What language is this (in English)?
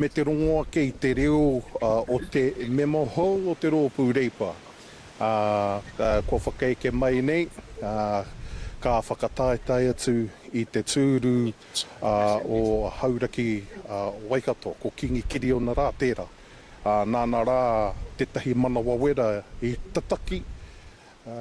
Māori